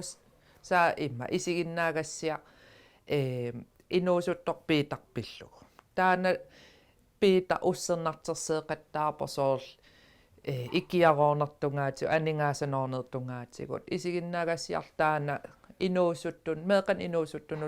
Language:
Kalaallisut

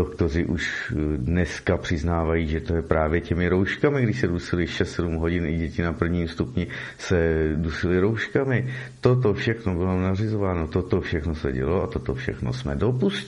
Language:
Czech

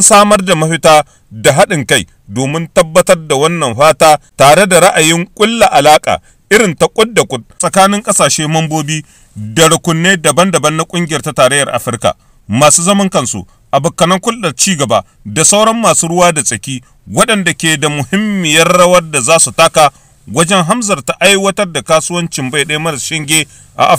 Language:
Hausa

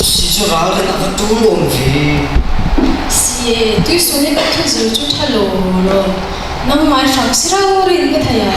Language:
Falam Chin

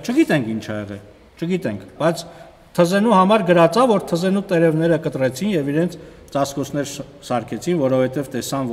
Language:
Armenian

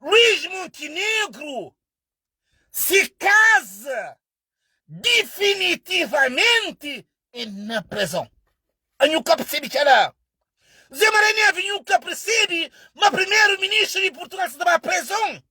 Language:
Kabuverdianu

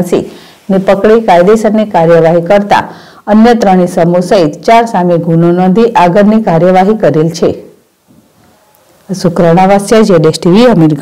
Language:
Gujarati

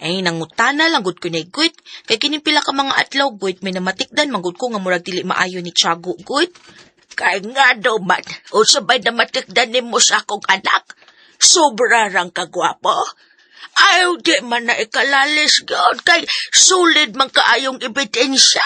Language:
Cebuano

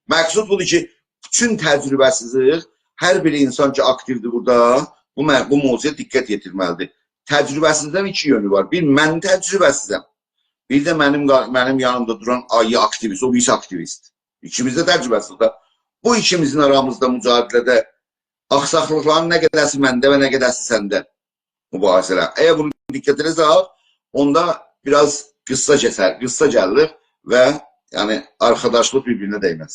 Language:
South Azerbaijani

